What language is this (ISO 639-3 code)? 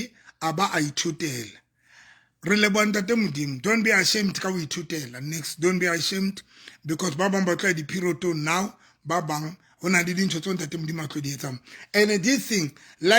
sot